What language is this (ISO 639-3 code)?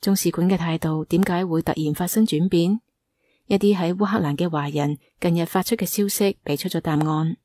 yue